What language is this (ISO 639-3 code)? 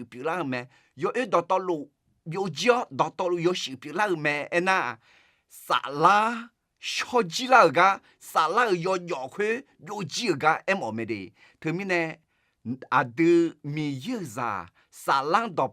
ahk